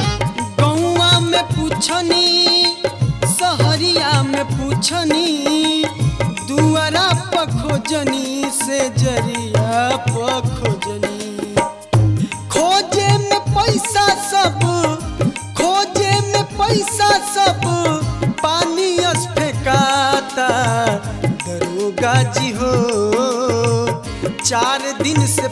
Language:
Bhojpuri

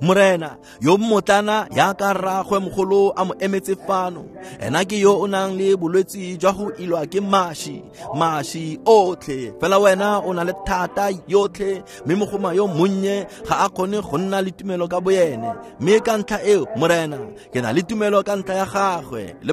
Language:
Tswana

